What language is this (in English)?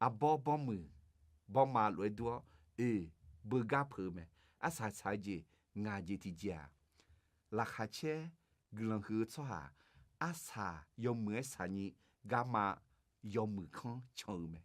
Akha